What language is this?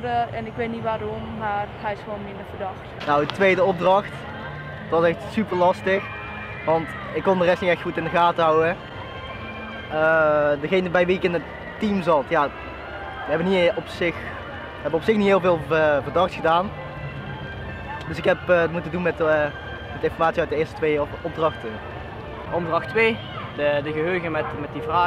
Dutch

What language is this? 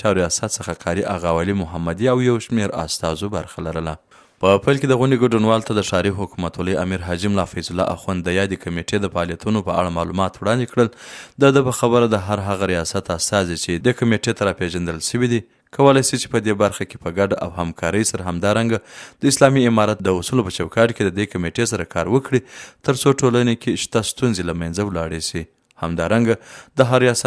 Pashto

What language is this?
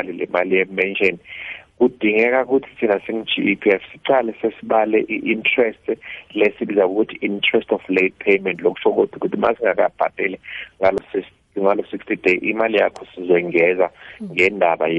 South Ndebele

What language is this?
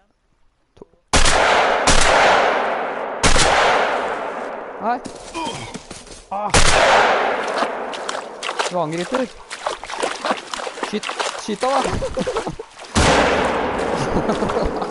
Norwegian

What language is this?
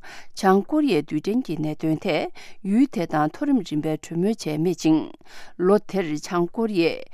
Tibetan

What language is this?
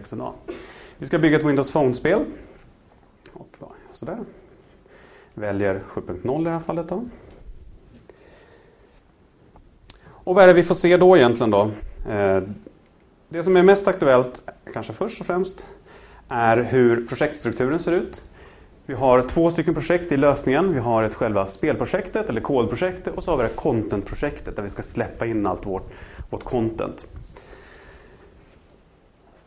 Swedish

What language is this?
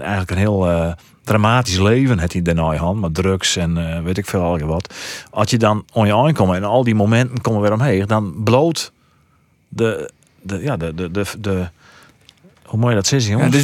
Western Frisian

